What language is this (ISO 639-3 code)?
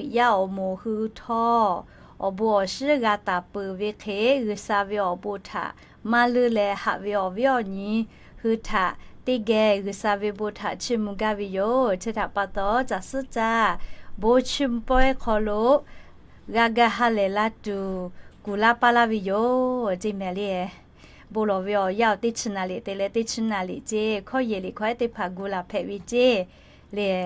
lhu